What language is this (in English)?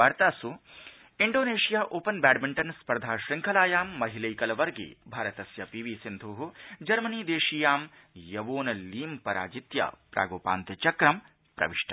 Sanskrit